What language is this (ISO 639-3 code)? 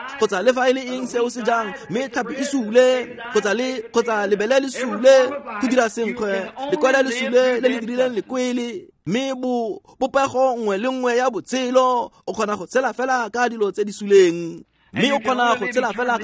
tsn